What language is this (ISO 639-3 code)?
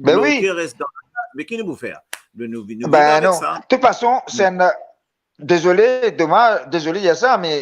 mfe